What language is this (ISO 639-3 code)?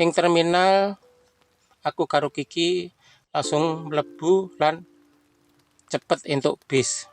jav